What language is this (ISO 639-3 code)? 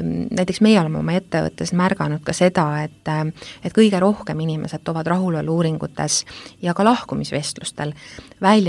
est